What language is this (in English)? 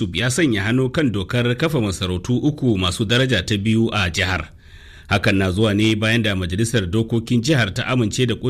Hausa